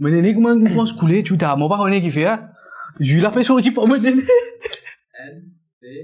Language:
Morisyen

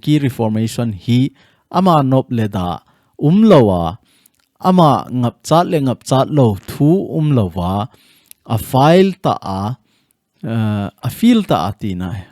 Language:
Thado Chin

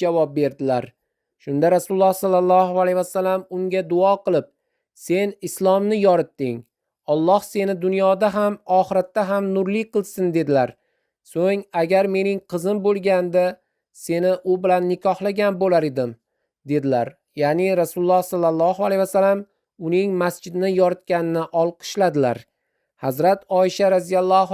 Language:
Uzbek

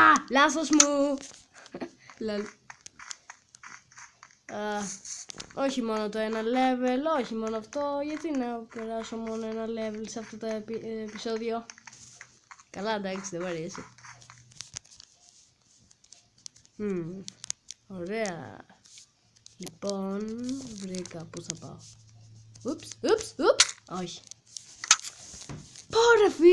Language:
Greek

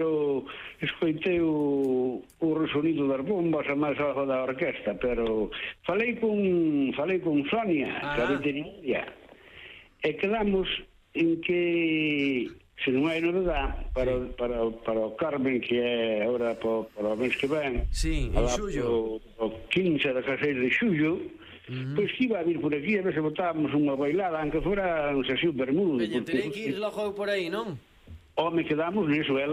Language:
Galician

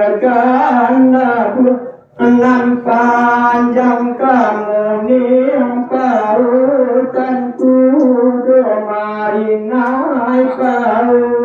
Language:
Minangkabau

